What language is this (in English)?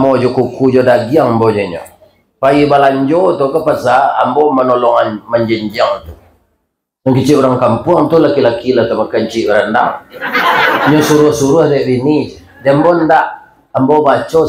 Minangkabau